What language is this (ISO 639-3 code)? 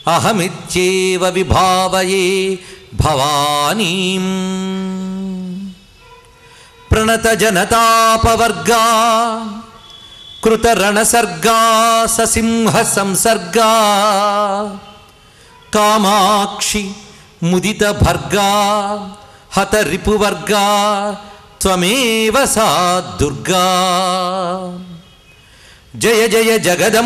tel